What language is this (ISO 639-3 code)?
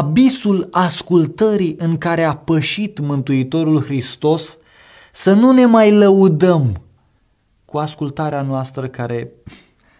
ron